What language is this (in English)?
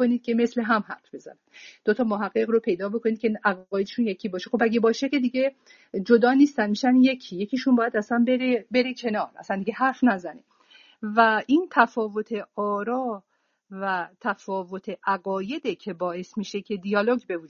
Persian